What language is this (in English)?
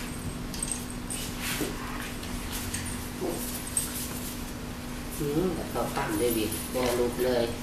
Lao